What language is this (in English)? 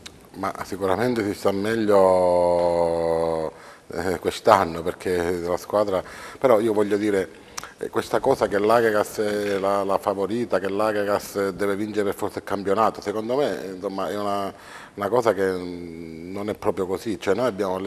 Italian